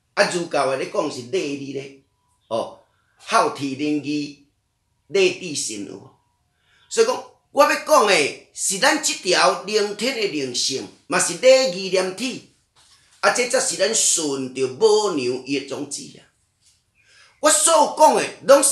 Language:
Min Nan Chinese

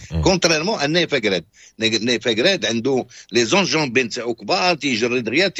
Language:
Moroccan Arabic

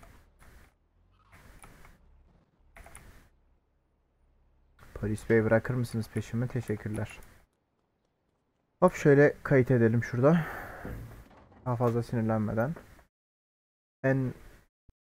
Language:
Turkish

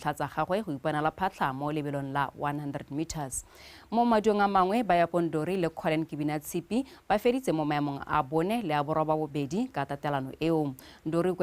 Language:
Tswana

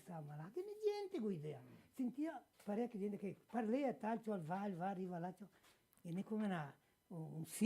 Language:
Venetian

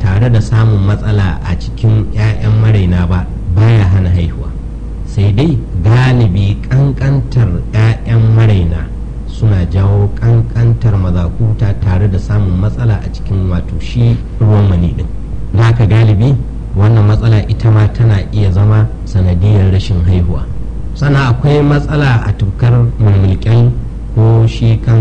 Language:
Hausa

